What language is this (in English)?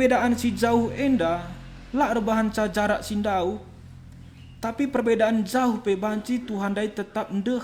Batak Karo